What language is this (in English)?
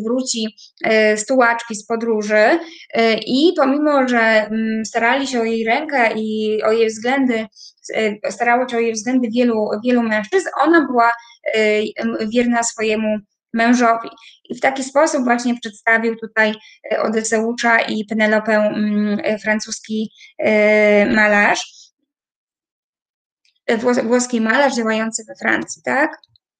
Polish